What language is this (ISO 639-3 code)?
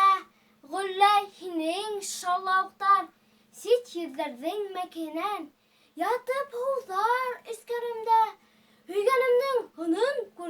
bak